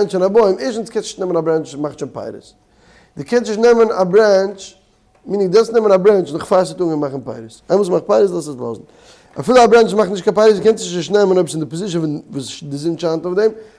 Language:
Yiddish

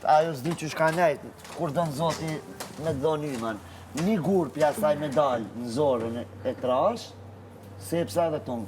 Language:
Albanian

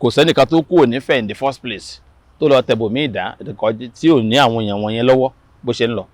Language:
Yoruba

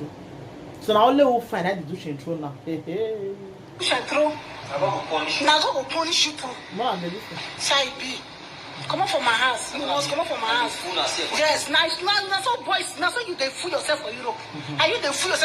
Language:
Nigerian Pidgin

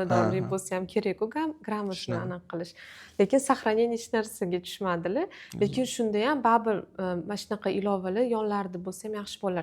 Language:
Uzbek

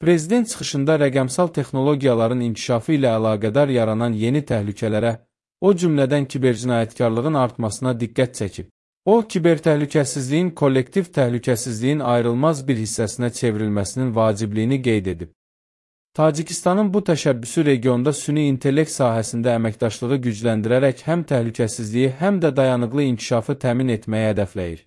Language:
Azerbaijani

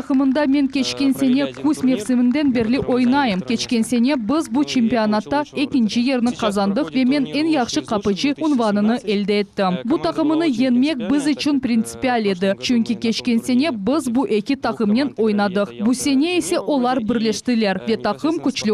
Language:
Crimean Tatar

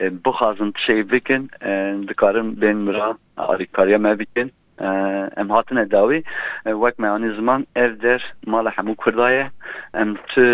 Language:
Kurdish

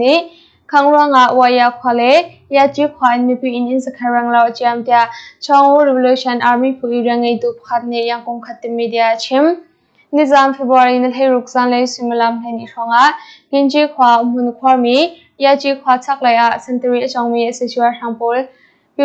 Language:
Hakha Chin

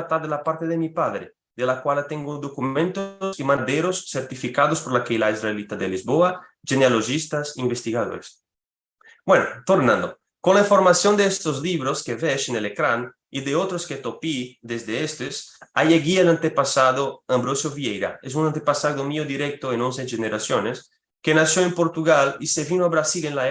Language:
Ladino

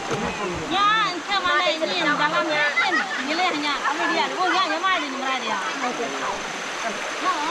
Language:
Malay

